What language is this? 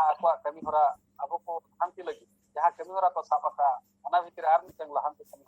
Santali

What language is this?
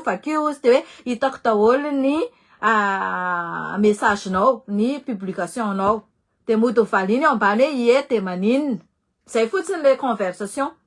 Malagasy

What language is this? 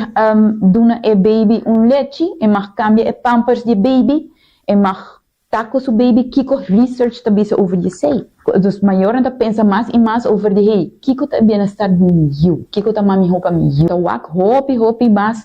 Papiamento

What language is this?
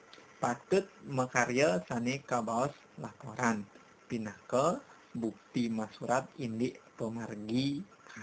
Balinese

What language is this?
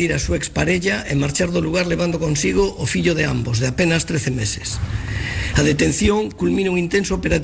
Galician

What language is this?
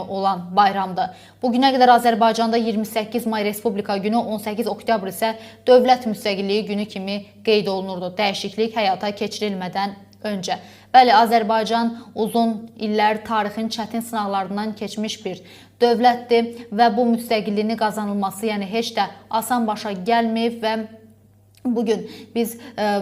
Azerbaijani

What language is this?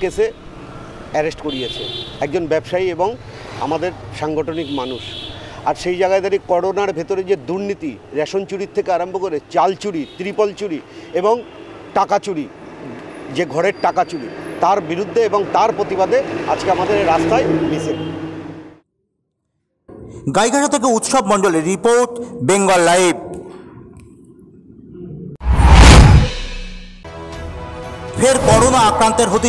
Bangla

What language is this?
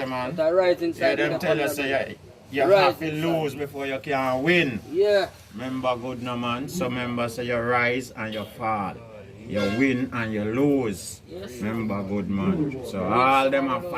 Jamaican Creole English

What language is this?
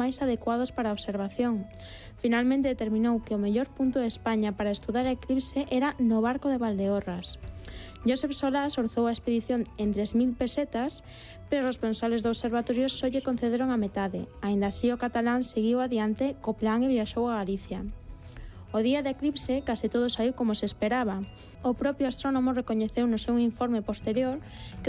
Galician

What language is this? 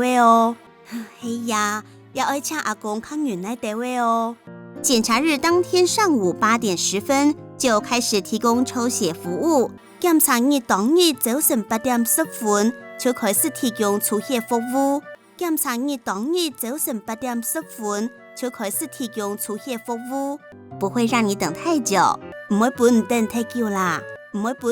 Hakka Chinese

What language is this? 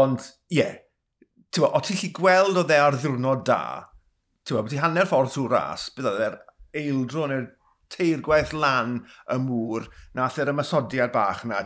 Welsh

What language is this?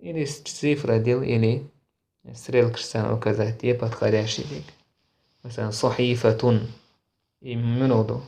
Chechen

